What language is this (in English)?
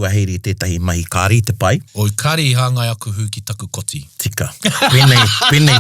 Māori